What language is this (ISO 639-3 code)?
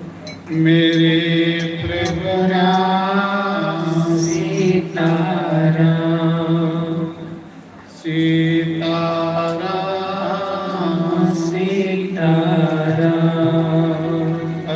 doi